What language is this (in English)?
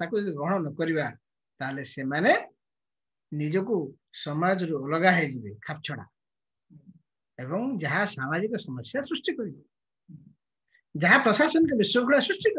Odia